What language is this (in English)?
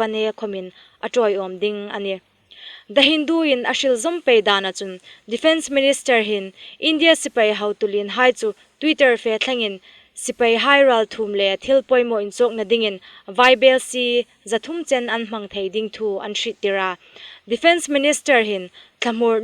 Hmar